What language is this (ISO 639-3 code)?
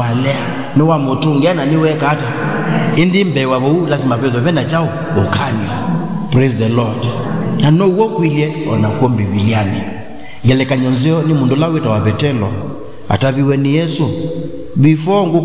kam